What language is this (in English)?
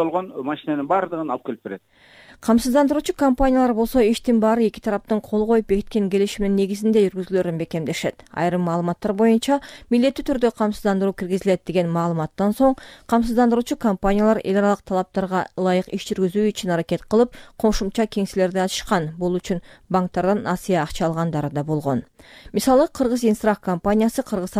Kyrgyz